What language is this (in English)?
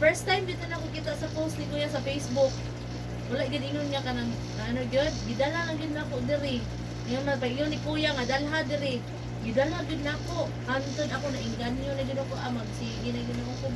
Cebuano